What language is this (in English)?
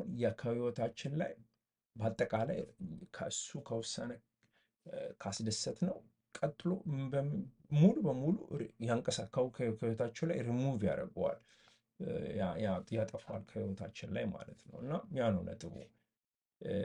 Amharic